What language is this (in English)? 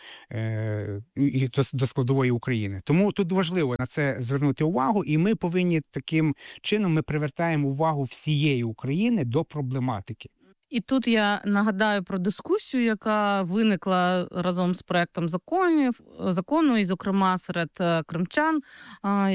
Ukrainian